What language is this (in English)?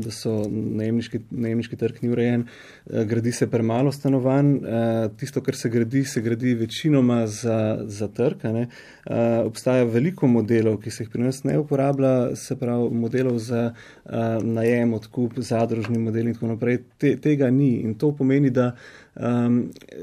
Slovenian